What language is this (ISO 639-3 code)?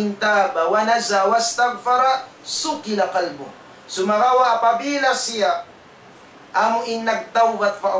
tsg